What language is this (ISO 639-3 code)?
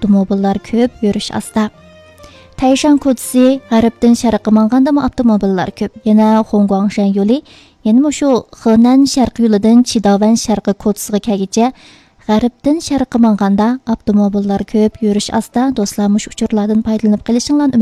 uig